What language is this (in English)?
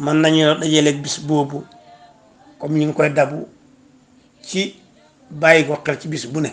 Wolof